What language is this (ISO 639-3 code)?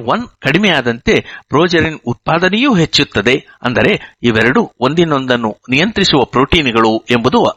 kan